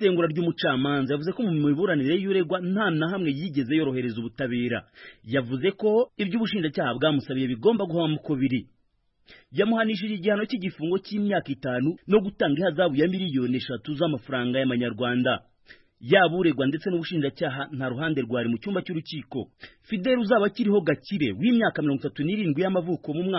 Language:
Kinyarwanda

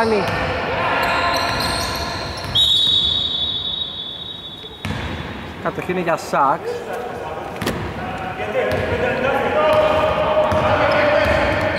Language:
Greek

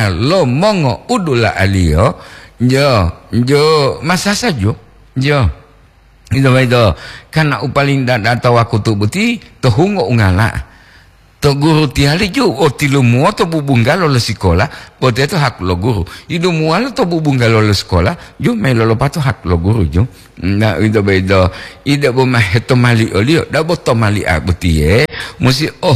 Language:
Gorontalo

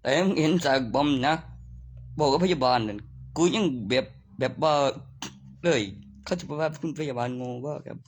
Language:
Northeastern Thai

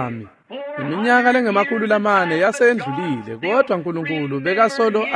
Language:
Swati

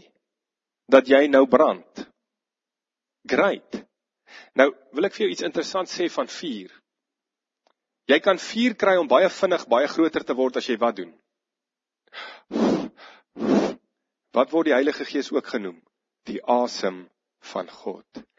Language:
Afrikaans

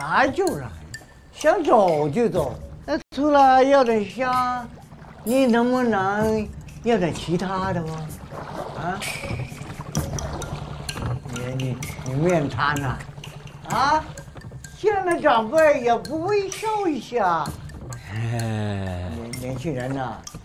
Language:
Chinese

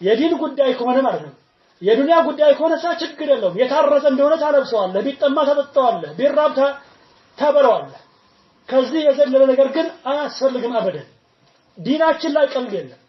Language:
Amharic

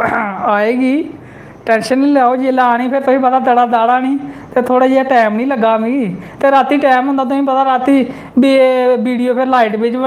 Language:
Dogri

